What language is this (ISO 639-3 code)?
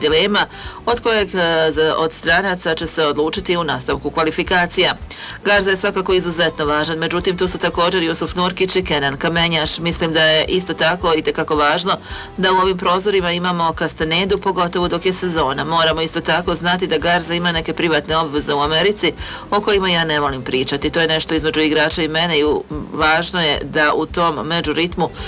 hrv